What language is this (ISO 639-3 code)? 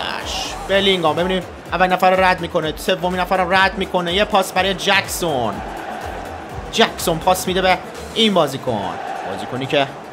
fas